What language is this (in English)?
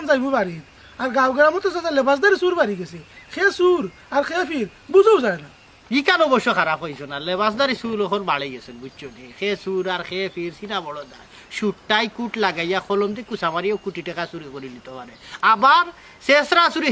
Sylheti